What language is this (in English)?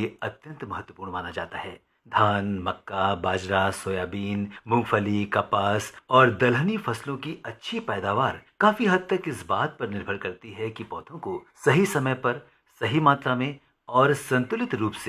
Hindi